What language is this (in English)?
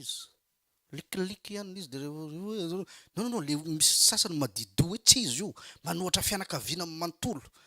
Malagasy